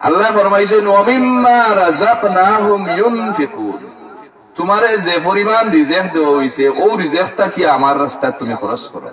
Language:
Sylheti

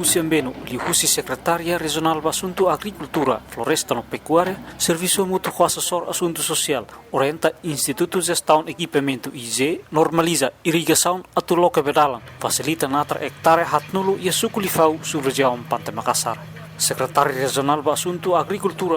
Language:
Tetum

